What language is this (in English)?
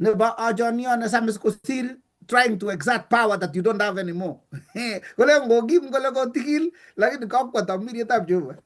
Kalenjin